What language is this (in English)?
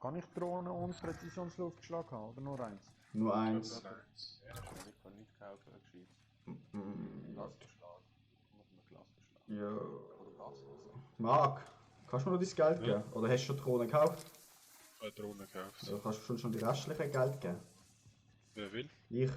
Swiss German